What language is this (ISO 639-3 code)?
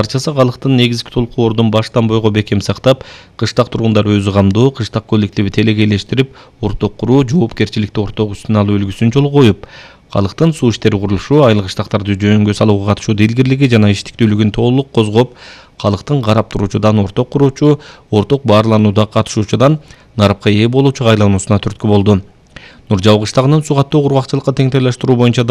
kir